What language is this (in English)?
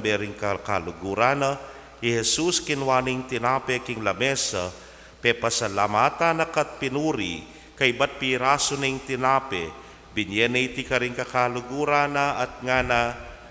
Pampanga